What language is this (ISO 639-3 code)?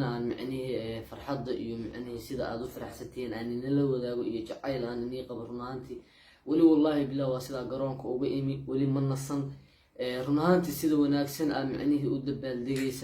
som